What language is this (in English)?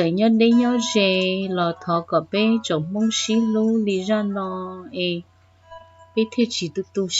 Hmong